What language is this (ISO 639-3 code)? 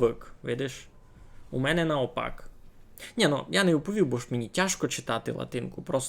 rue